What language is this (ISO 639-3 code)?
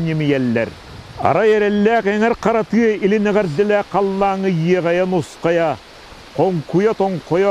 sah